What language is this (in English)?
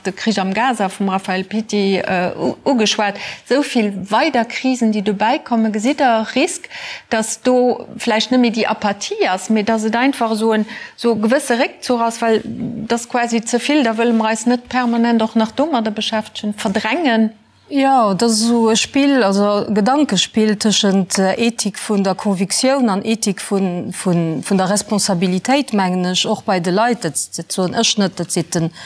Luxembourgish